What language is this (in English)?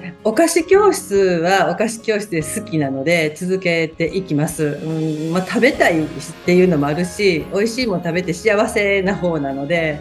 Japanese